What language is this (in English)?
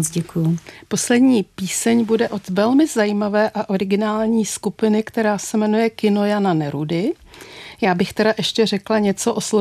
Czech